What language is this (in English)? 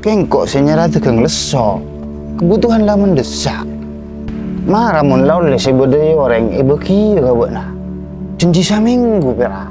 Madurese